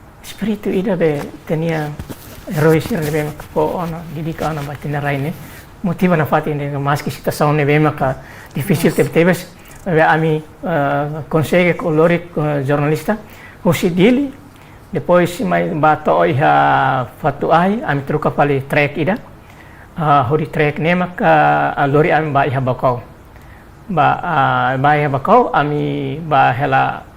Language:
Tetum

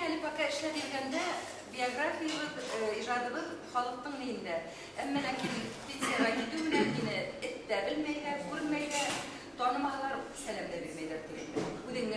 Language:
Bashkir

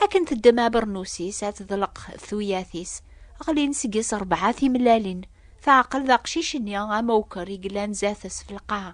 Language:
Kabyle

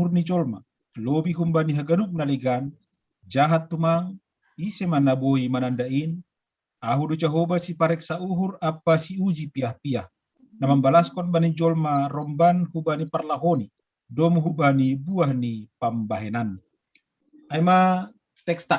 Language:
Batak Simalungun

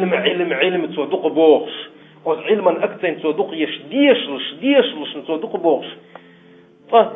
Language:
Chechen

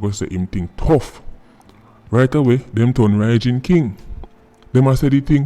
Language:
Jamaican Creole English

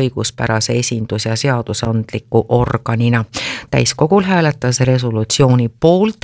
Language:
Estonian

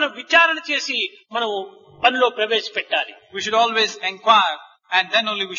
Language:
Telugu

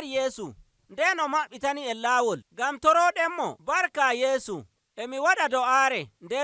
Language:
Nigerian Fulfulde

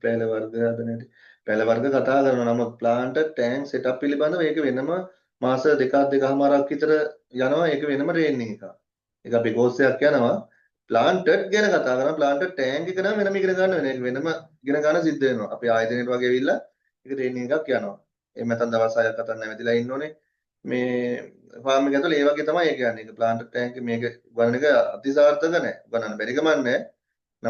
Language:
Sinhala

